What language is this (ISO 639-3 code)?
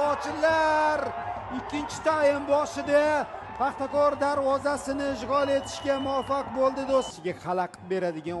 uzb